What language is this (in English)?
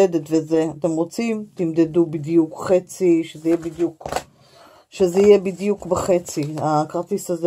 Hebrew